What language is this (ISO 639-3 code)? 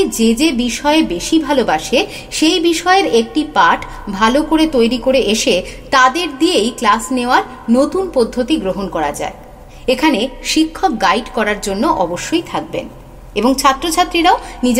ben